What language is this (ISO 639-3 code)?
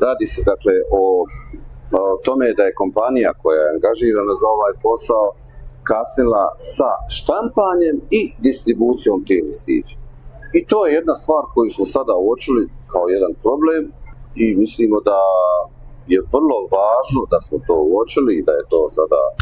bos